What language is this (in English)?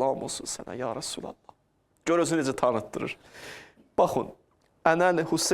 Azerbaijani